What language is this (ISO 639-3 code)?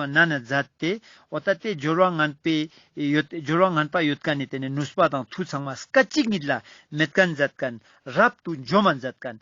lbj